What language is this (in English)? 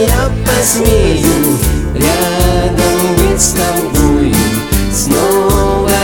Russian